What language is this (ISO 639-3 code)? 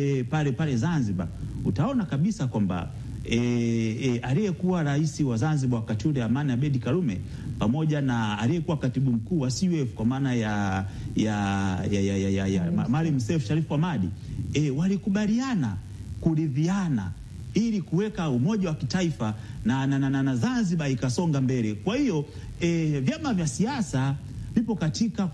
swa